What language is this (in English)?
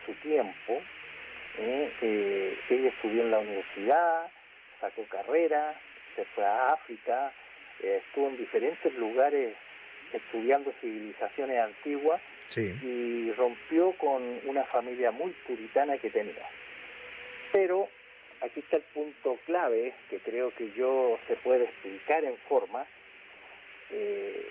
Spanish